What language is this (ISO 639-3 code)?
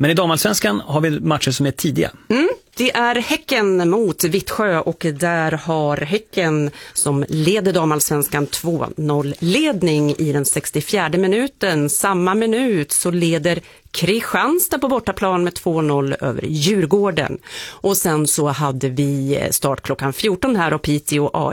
swe